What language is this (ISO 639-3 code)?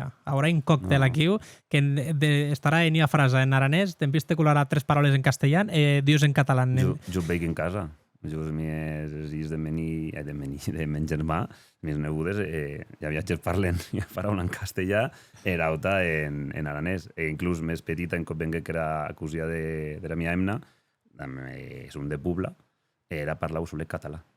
oci